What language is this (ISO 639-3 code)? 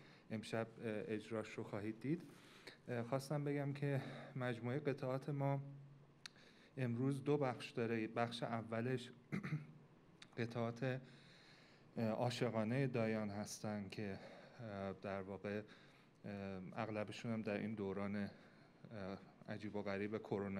fas